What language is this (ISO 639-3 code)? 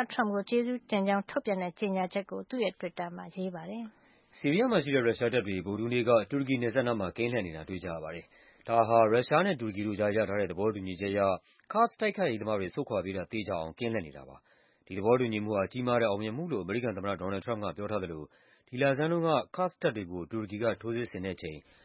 mya